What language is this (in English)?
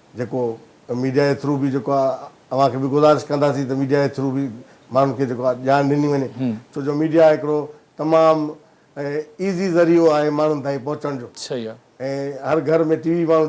Sindhi